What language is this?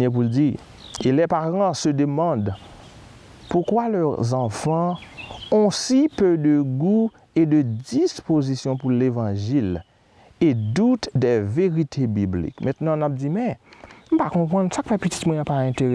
Haitian Creole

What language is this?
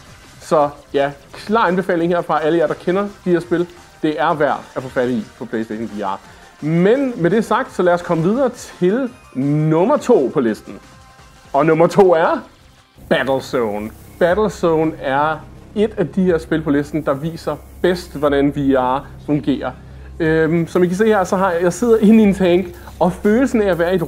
Danish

